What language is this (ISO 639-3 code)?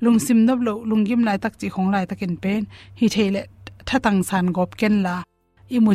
ctd